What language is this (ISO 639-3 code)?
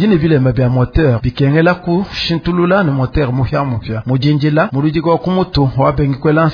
lua